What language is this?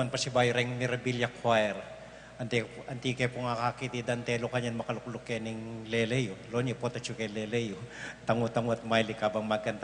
Pampanga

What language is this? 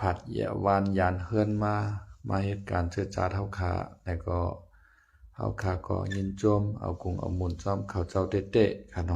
Lao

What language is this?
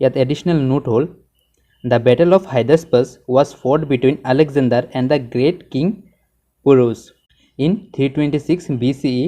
Assamese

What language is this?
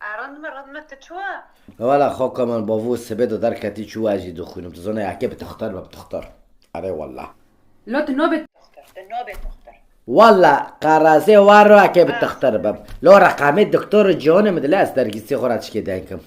Kurdish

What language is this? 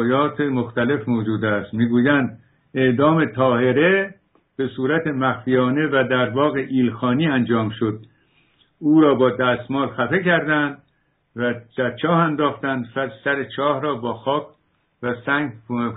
Persian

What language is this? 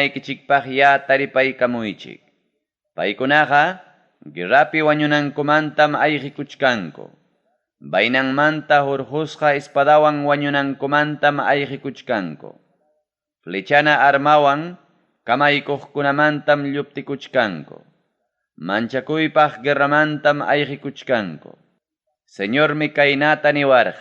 Ayacucho Quechua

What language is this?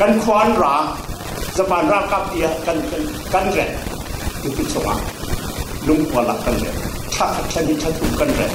Falam Chin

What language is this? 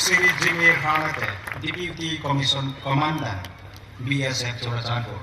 Hmar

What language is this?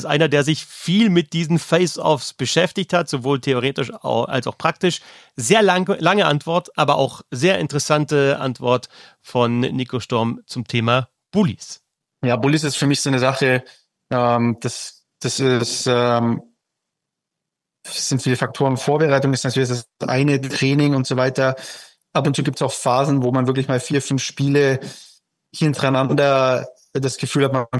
German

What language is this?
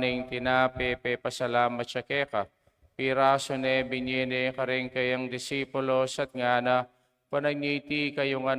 Pampanga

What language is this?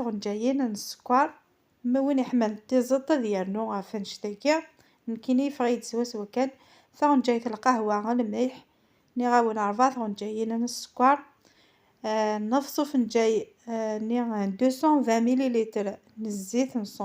Kabyle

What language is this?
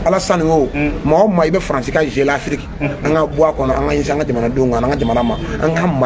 Bambara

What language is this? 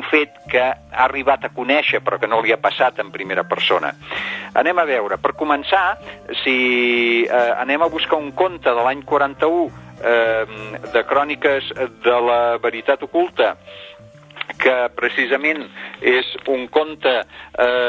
Catalan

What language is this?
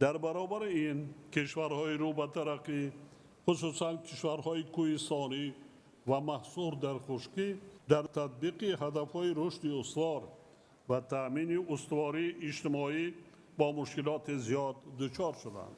Tajik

